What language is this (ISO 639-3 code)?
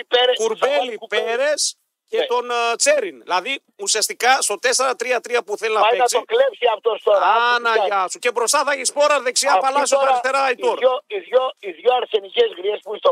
ell